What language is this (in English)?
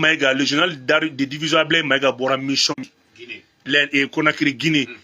Bambara